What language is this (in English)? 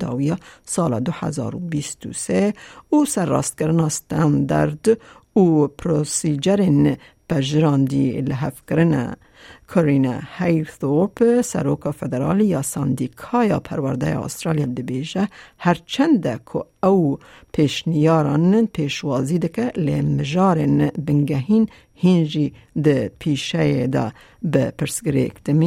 Kurdish